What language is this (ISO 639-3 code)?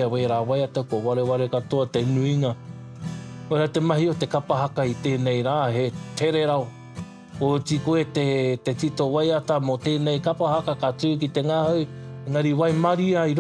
mri